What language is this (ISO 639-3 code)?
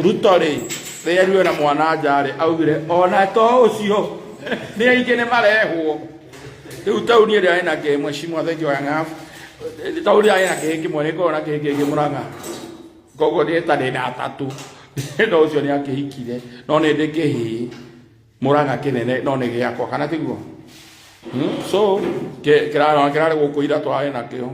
kik